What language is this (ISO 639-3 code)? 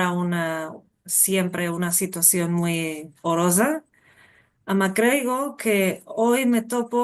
lad